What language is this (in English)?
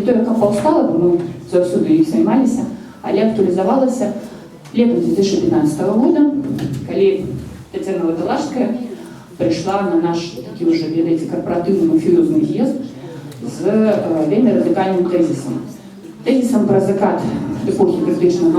Belarusian